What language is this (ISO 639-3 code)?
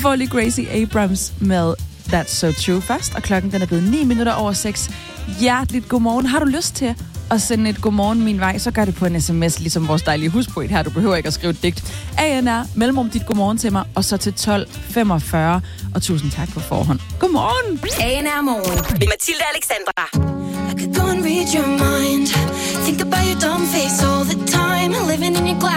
dan